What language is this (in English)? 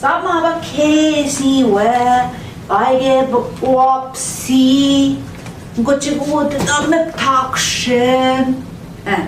Central Ojibwa